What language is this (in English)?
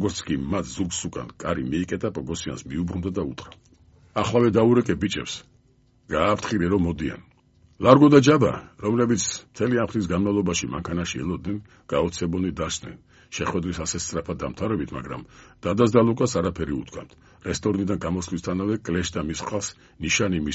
Georgian